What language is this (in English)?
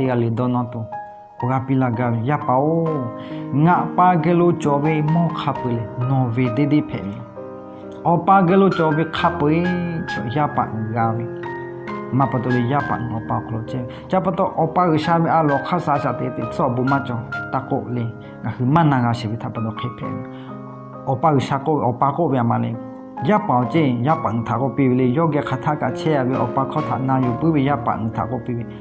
Lahu